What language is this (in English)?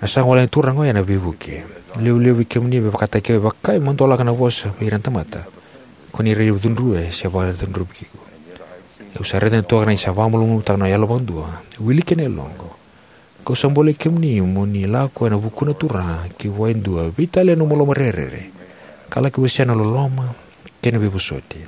Fijian